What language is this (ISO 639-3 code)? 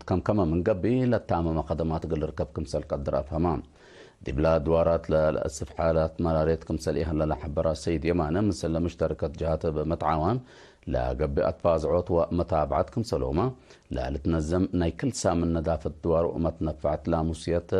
tig